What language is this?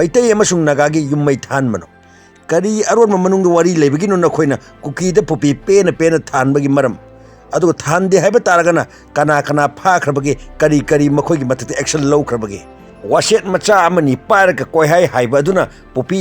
Manipuri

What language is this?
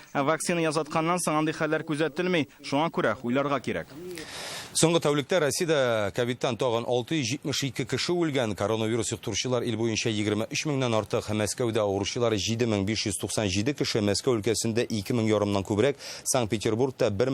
Tatar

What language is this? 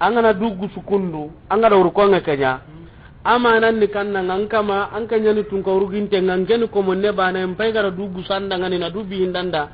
Soninke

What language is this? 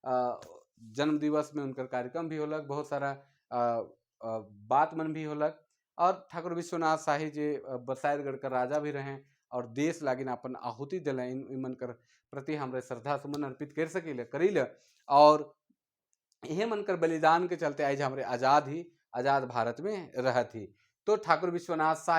Sadri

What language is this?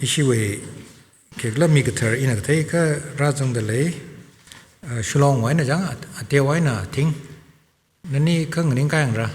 Tangkhul Naga (India)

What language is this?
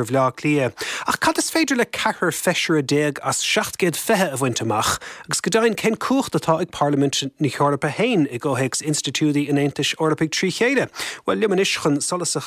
Irish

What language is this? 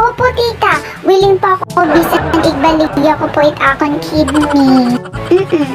Waray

